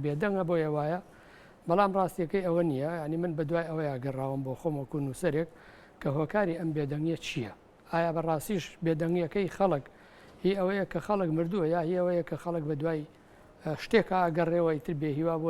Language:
Central Kurdish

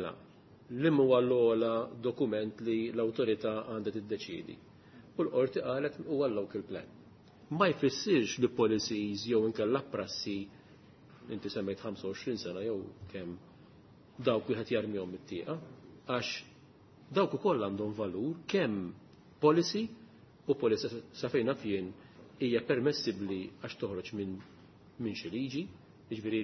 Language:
Maltese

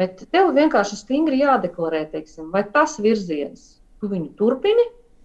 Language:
Latvian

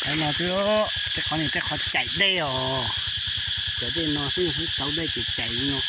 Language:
Hmong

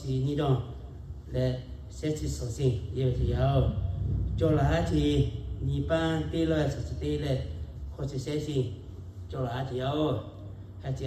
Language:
Lahu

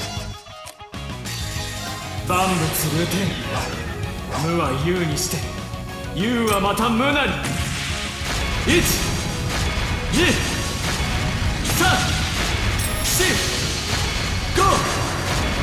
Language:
Japanese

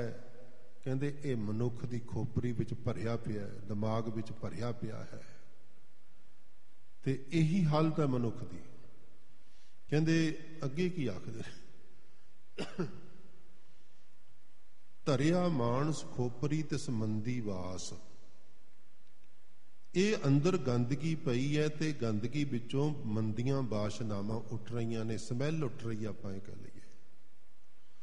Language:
Punjabi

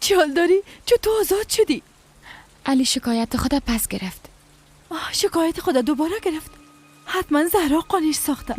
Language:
Persian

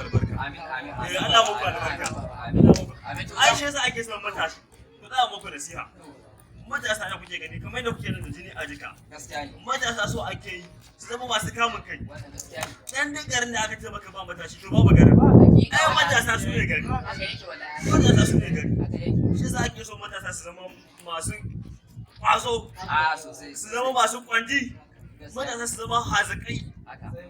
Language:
Hausa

